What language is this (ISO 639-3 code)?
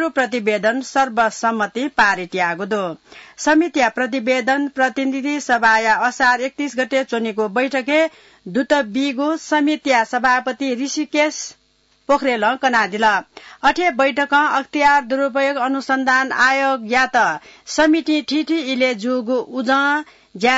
new